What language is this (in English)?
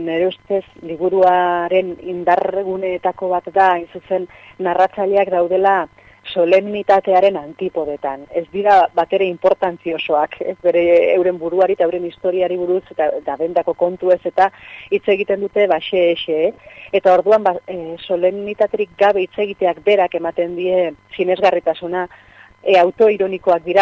Basque